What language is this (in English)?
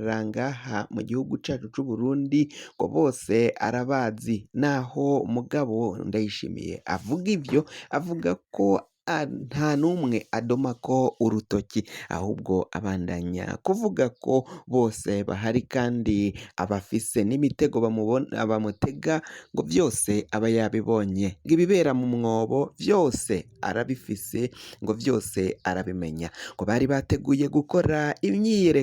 Rundi